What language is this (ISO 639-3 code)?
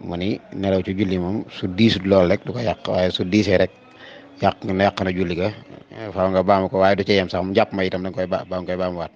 wol